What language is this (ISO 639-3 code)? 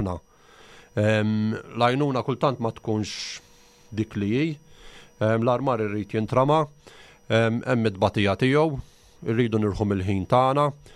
mlt